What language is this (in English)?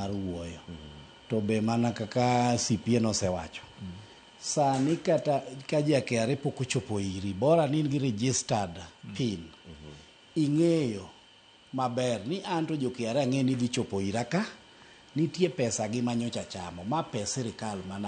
Luo (Kenya and Tanzania)